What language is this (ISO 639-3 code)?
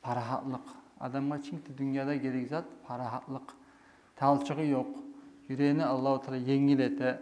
kum